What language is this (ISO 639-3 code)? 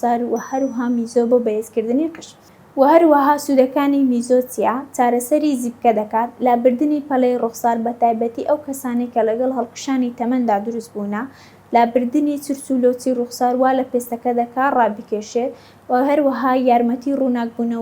ckb